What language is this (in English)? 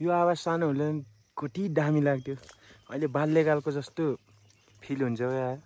Nepali